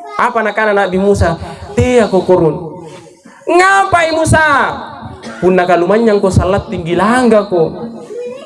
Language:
Makasar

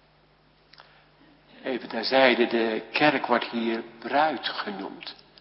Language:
Dutch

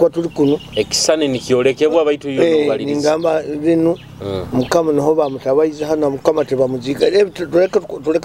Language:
Nyoro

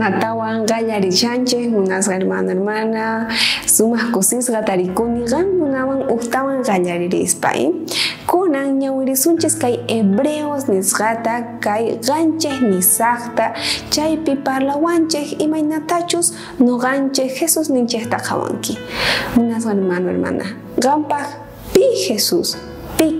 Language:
South Bolivian Quechua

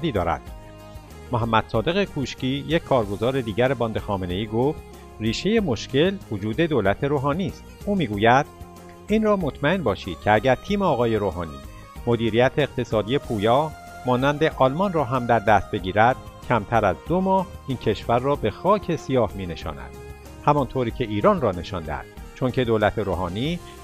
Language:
Persian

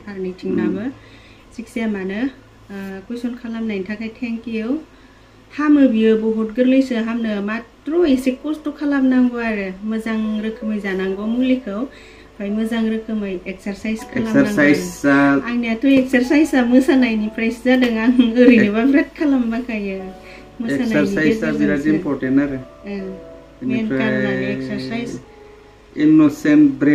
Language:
Bodo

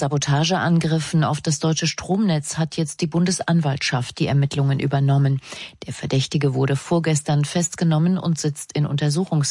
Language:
German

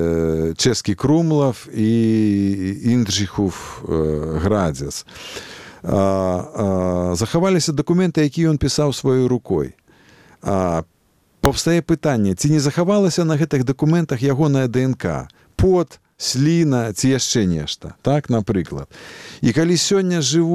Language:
Belarusian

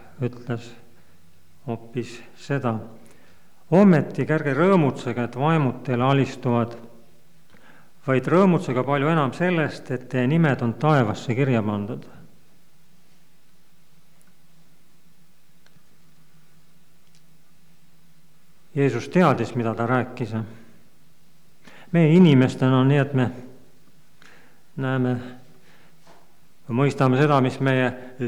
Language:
Estonian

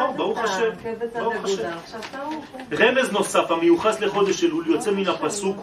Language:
Hebrew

